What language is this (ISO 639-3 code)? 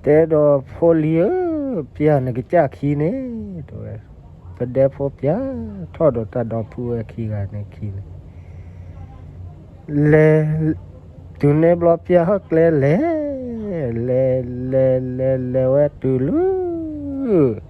ksw